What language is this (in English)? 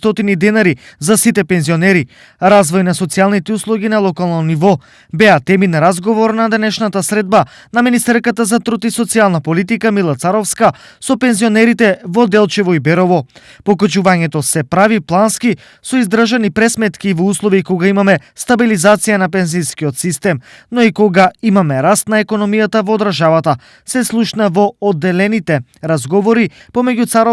Macedonian